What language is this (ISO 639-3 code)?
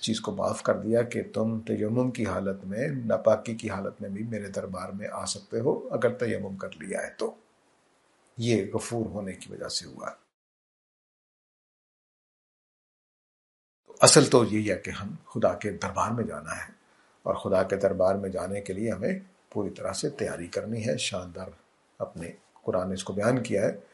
urd